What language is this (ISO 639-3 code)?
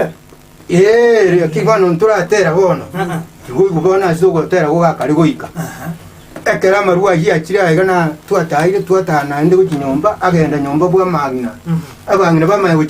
guz